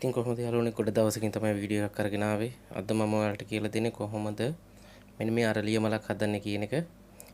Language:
Sinhala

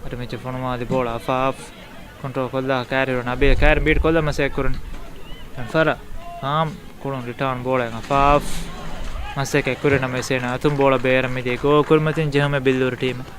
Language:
Divehi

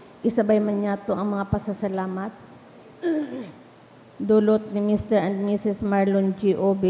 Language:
Bikol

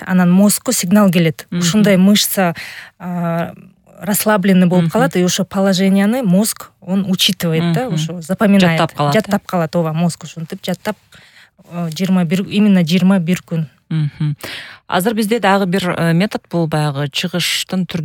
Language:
Kyrgyz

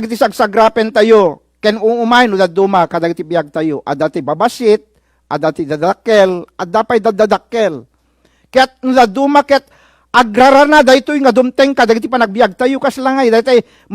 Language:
Iloko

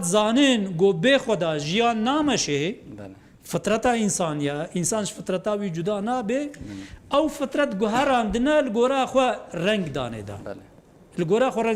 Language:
Kurdish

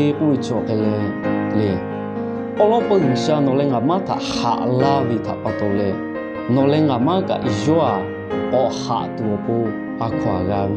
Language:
Lahu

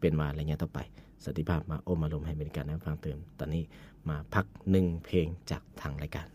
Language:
Lao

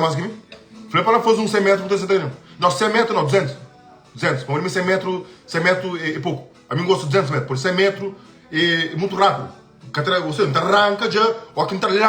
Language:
Kabuverdianu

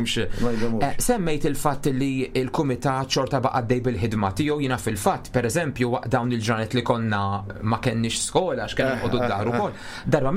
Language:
Maltese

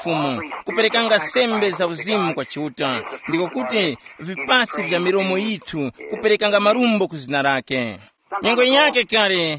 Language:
Tumbuka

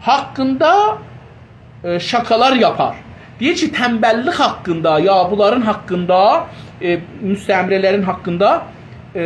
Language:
South Azerbaijani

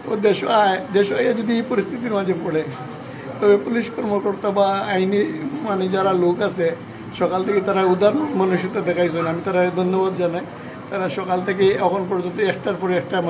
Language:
Sylheti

